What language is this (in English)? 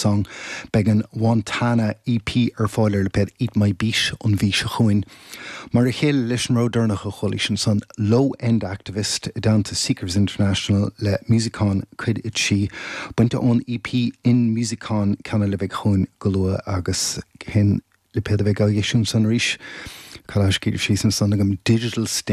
Irish